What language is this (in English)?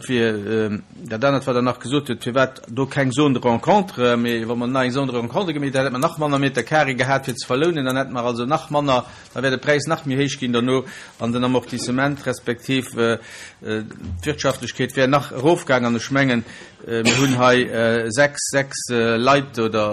Luxembourgish